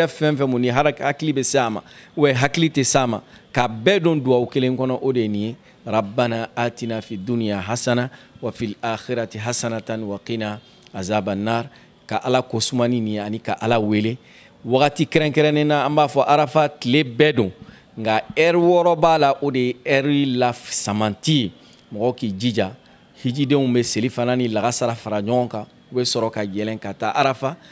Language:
Bambara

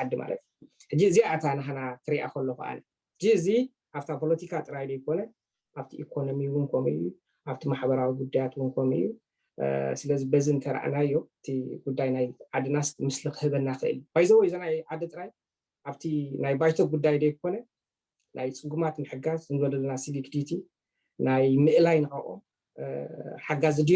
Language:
Tigrinya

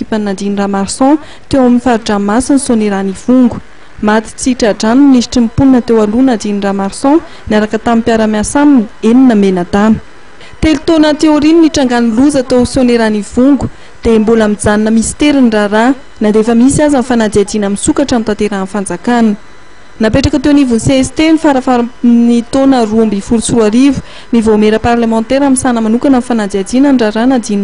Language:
Malagasy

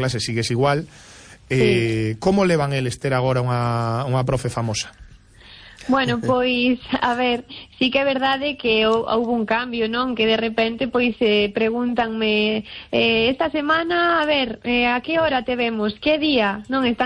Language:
Galician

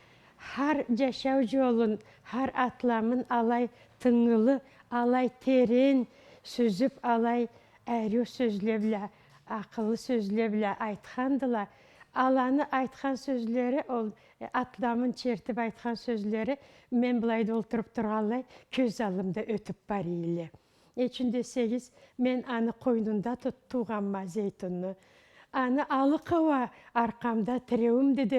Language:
Karachay-Balkar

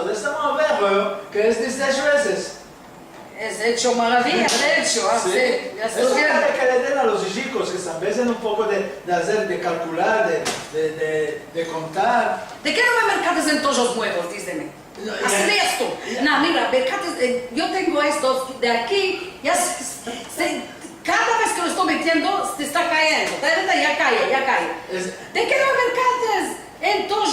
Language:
Ladino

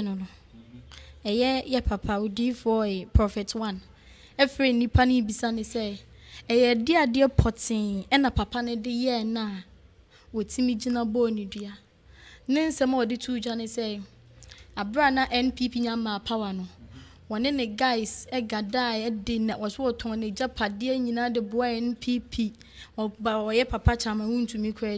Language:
Akan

